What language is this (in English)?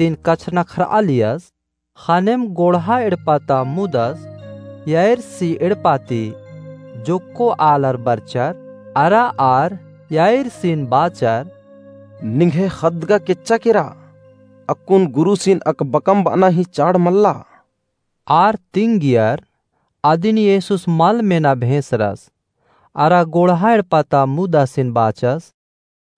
Kurukh